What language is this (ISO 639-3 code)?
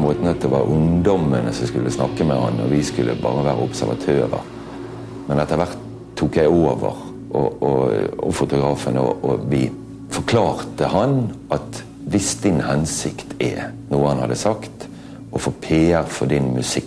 nor